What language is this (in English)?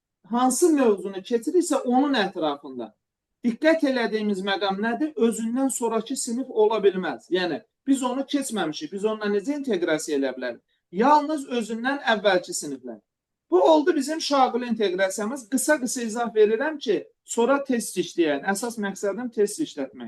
Azerbaijani